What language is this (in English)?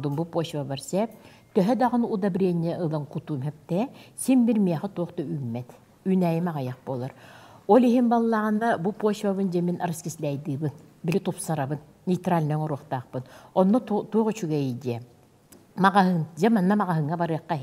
Yakut